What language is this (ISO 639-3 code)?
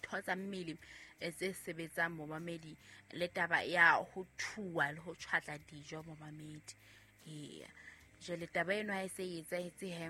sot